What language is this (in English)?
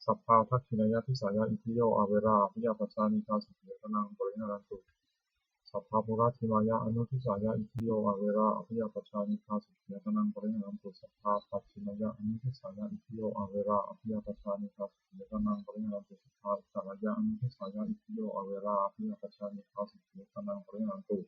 Pali